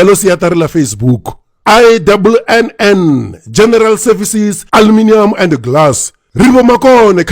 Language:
Venda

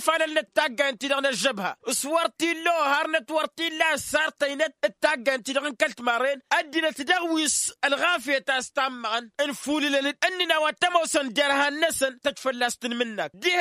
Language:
Tamasheq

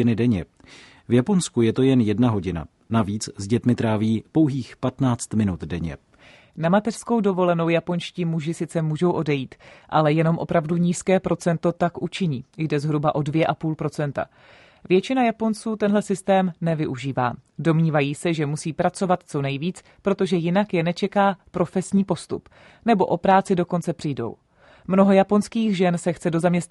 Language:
Czech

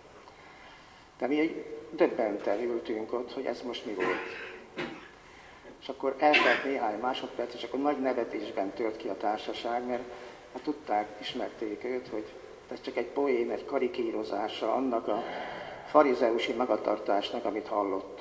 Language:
Hungarian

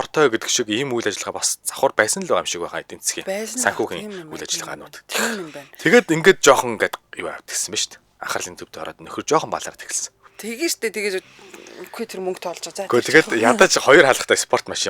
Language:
Mongolian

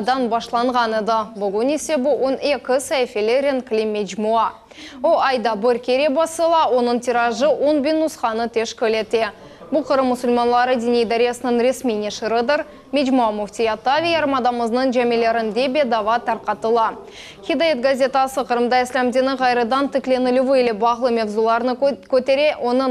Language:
Crimean Tatar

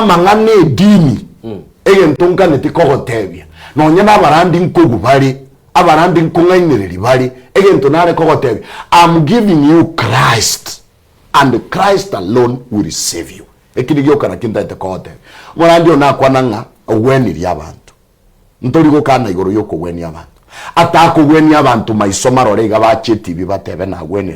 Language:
Gusii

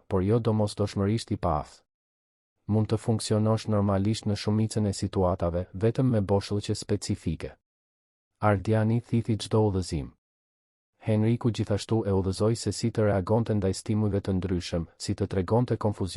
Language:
Albanian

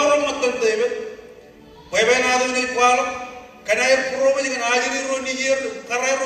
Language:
Marshallese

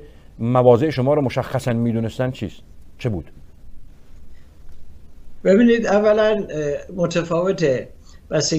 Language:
Persian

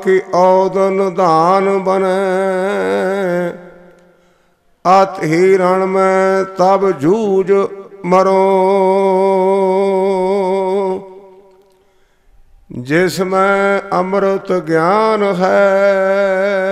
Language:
Punjabi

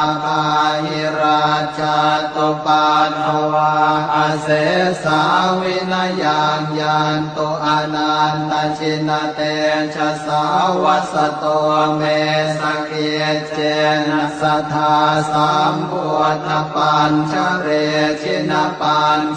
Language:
Pali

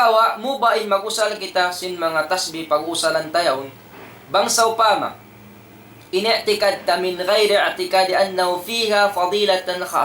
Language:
Tausug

